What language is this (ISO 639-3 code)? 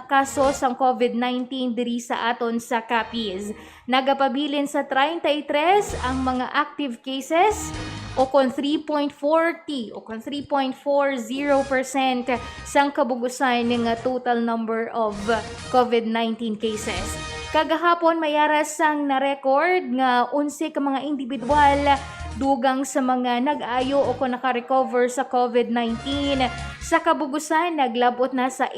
hil